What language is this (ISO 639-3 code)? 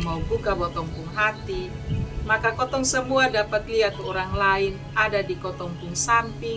mkn